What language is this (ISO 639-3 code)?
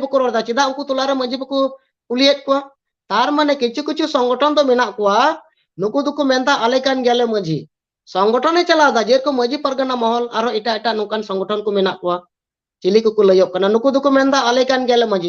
sat